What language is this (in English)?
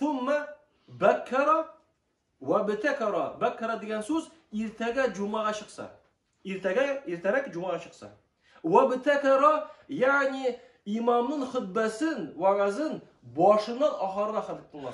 Tatar